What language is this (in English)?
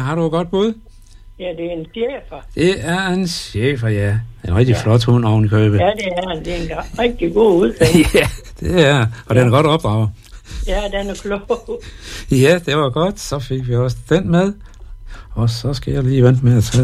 Danish